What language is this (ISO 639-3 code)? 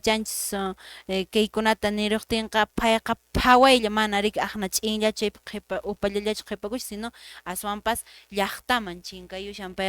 que